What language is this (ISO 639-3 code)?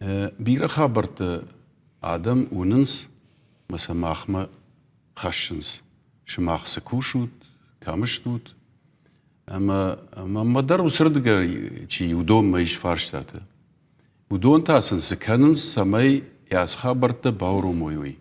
oss